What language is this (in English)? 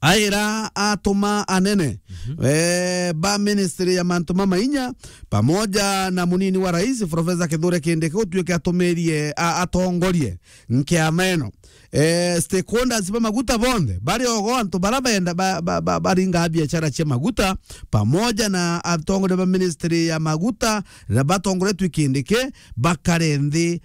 Meru